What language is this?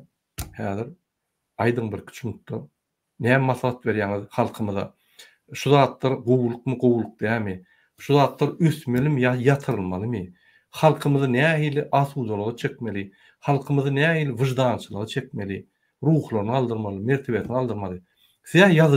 Turkmen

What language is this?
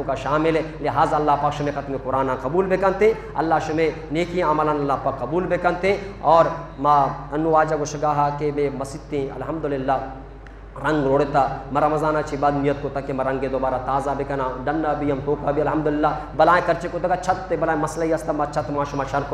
Eastern Balochi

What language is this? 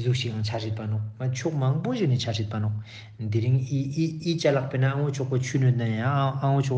Ladakhi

